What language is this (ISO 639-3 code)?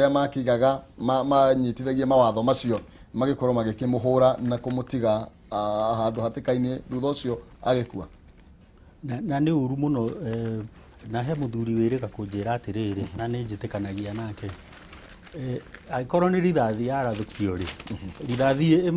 kik